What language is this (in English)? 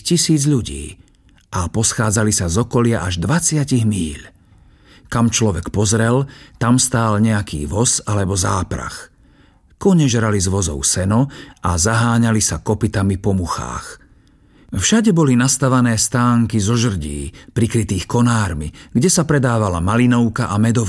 Slovak